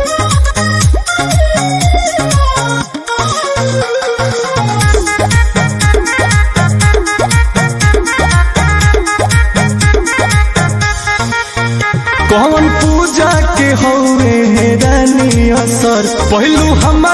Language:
Bhojpuri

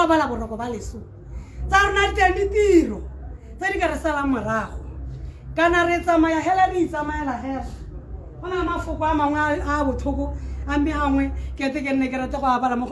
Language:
Tswana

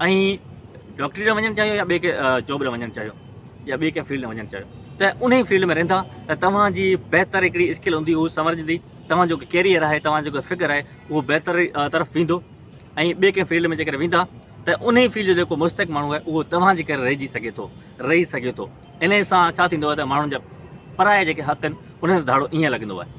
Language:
Sindhi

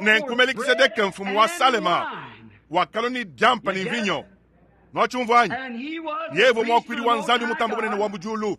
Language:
Luba-Lulua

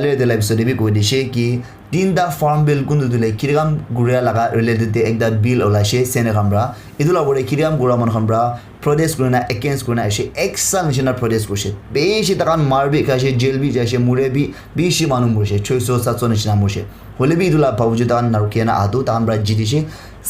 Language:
Naga Pidgin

